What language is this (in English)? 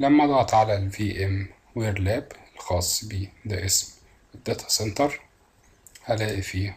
Egyptian Arabic